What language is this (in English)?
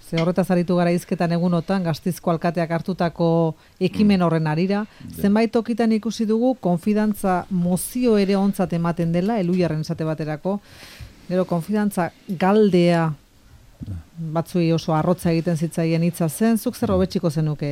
Basque